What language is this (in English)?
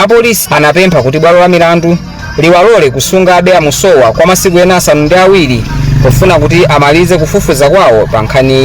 Nyanja